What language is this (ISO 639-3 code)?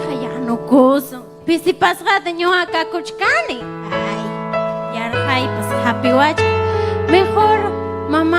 quy